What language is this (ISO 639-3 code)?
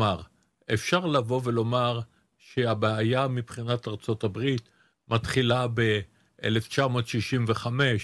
heb